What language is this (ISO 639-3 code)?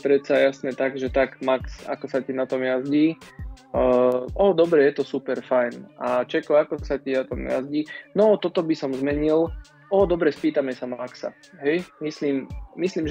slk